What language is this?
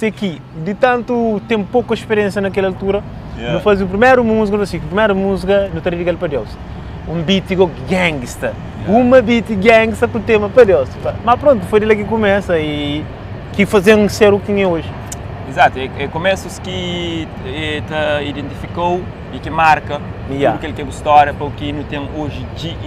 Kabuverdianu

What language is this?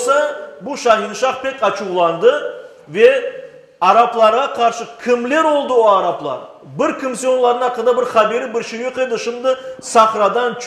Crimean Tatar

